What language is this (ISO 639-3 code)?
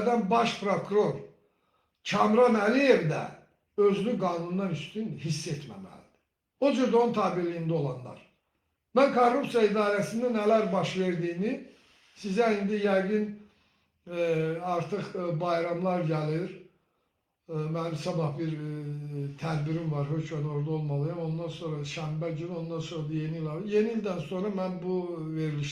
aze